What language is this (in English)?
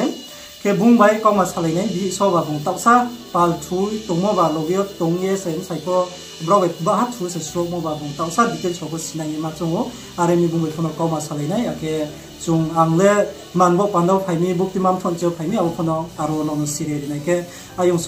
Riang (India)